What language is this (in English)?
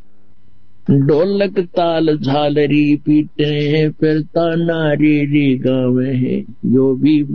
Hindi